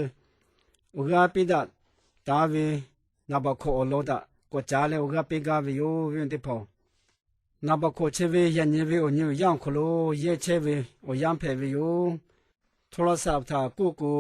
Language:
Lahu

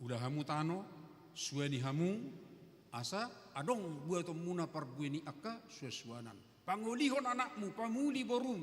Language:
Batak Toba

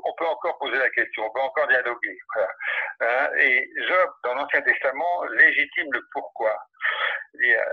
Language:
French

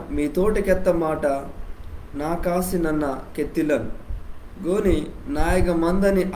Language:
Koya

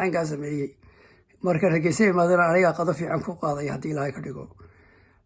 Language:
Somali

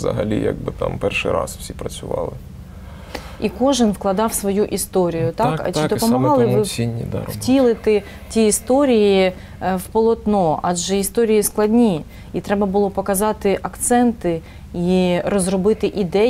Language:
Ukrainian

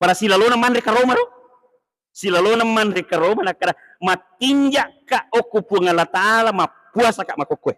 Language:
Buginese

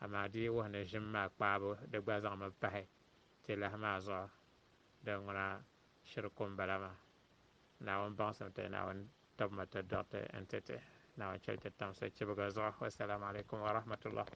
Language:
Dagbani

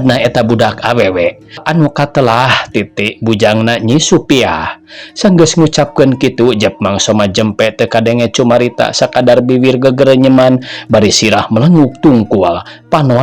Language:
Sundanese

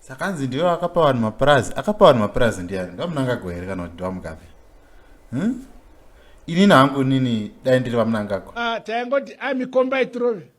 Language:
Shona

